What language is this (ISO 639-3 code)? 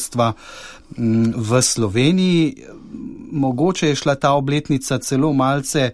slv